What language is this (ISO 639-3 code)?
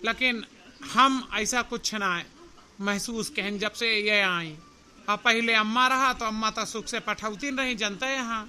awa